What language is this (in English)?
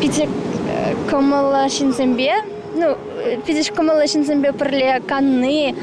Chuvash